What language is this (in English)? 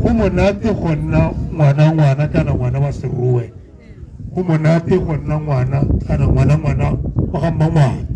Tswana